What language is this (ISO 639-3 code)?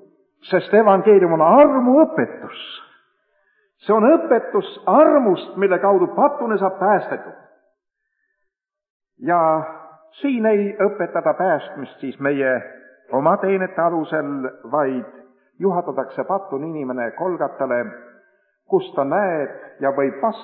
est